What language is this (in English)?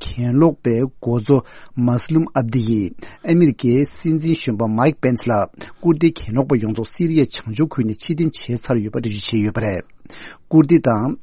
Tibetan